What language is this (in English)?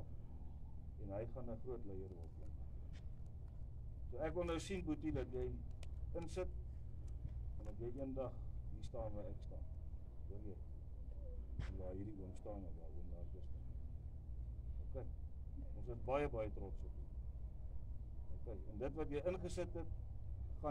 Afrikaans